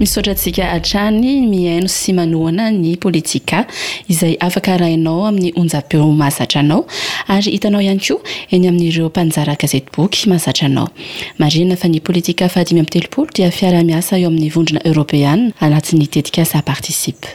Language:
Malagasy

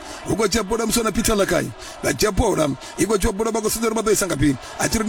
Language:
Venda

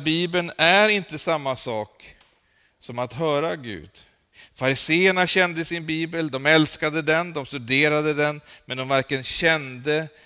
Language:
Swedish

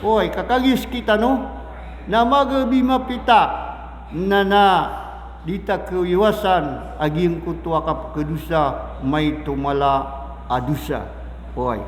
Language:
Maranao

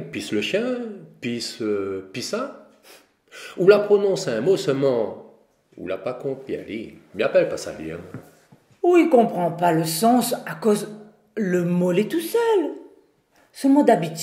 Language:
Réunion Creole French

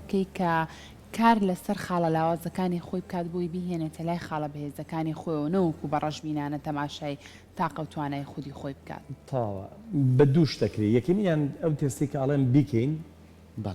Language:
Central Kurdish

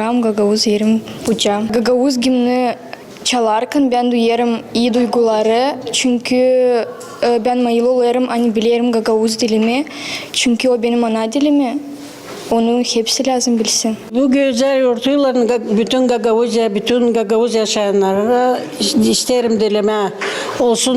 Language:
Gagauz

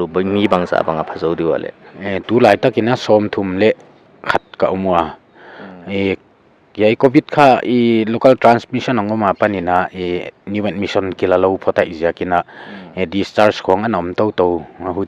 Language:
Paite Chin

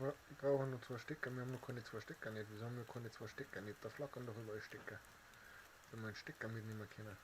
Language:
Bavarian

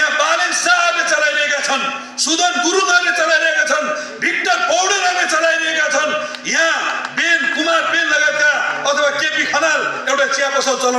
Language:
Nepali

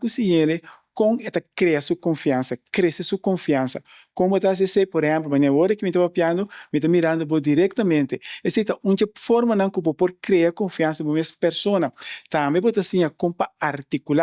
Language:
Papiamento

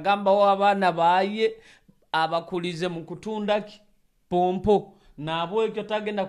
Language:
Nyoro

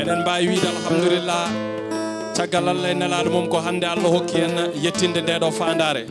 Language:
Fula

